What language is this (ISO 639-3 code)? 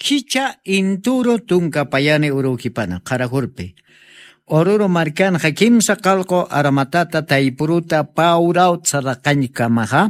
aym